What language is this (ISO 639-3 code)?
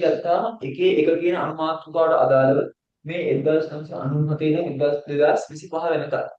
sin